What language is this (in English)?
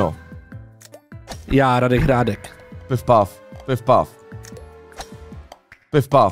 Czech